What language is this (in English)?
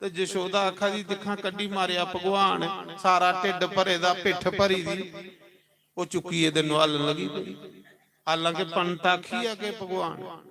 Dogri